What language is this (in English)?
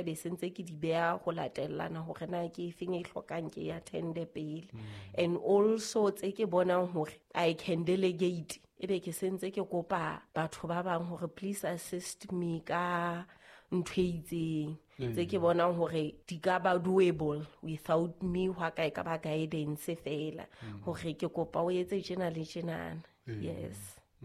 Southern Sotho